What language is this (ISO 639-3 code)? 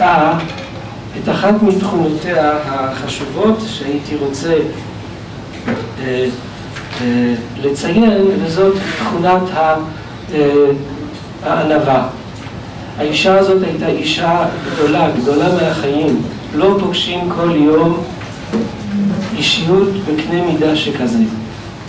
heb